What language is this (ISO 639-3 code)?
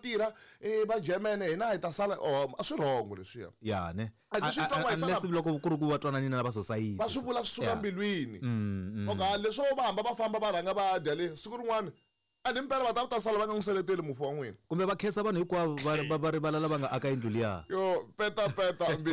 tso